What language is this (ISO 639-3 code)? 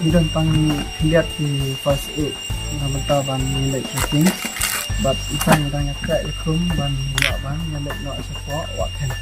kha